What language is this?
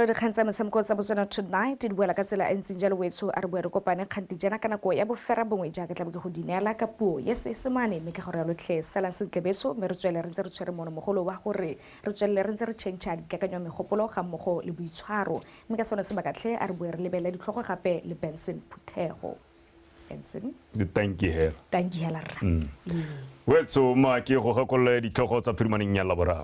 Tswana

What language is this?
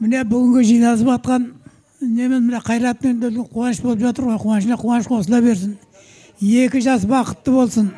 Kazakh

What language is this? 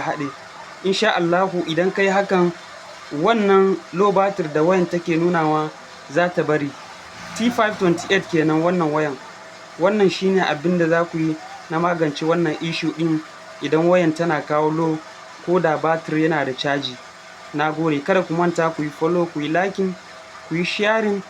Hausa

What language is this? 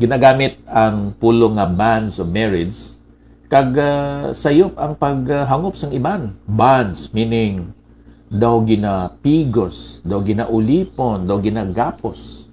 Hiligaynon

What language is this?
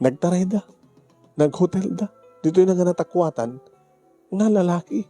Iloko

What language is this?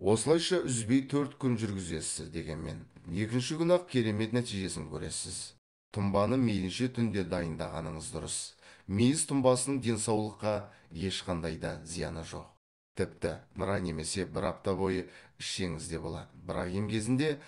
Kazakh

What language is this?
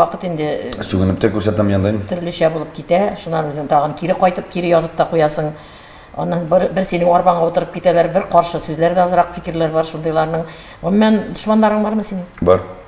Tatar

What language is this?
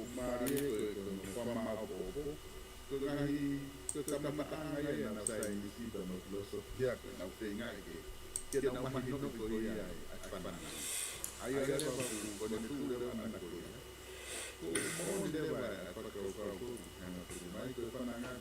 Tongan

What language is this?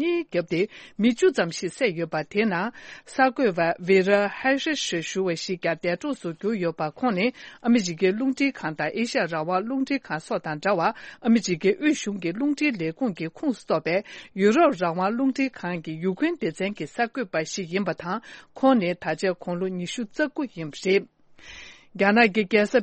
Tibetan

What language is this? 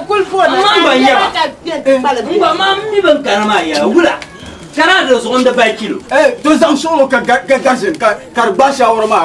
Dagbani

